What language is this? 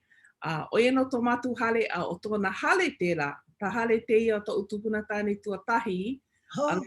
Hawaiian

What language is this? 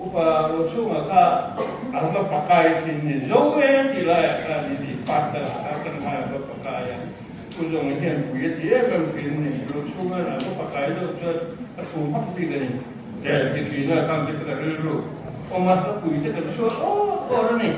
Mizo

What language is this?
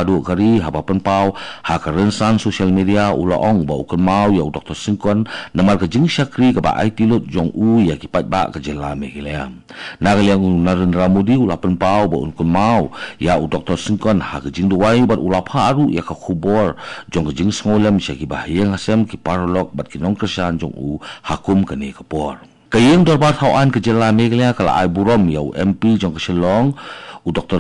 Khasi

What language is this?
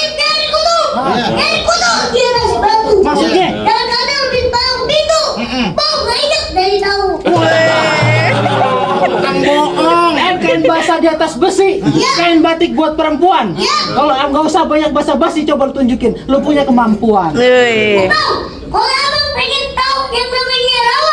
Betawi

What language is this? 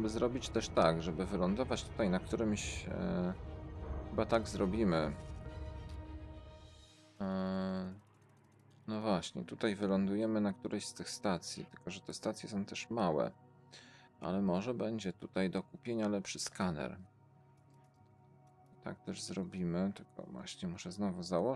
Polish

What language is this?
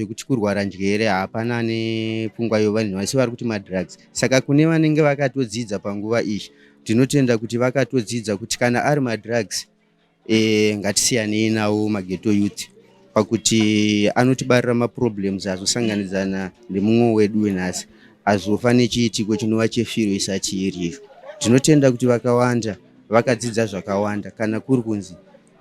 Shona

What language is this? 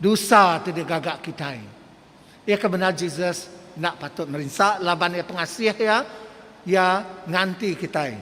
Iban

